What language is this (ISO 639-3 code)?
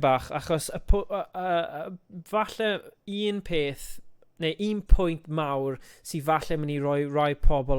cym